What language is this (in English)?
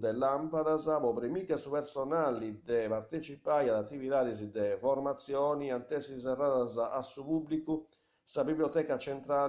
Sardinian